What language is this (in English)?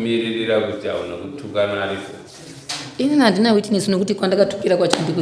Shona